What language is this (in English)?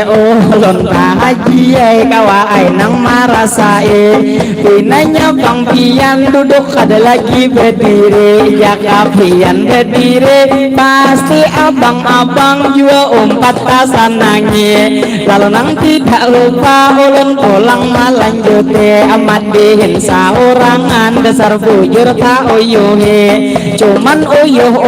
Banjar